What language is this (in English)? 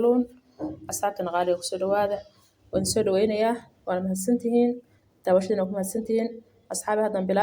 Somali